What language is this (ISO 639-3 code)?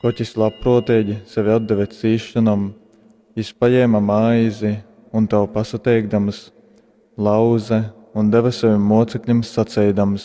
ltg